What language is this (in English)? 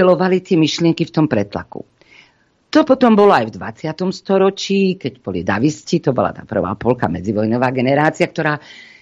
Slovak